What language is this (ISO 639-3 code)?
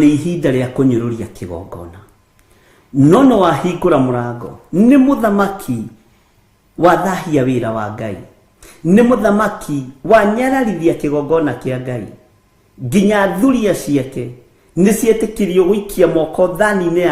kik